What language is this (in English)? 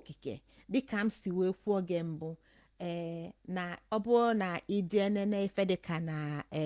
Igbo